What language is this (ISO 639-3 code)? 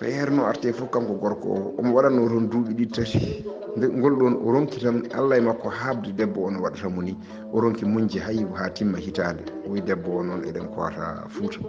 ful